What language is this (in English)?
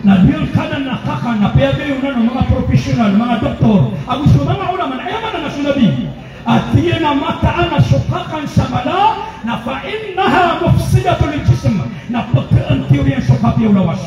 Maranao